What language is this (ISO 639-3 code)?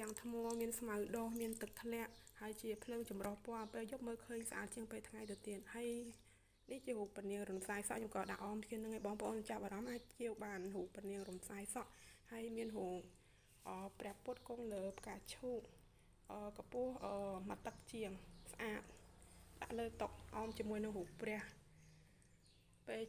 khm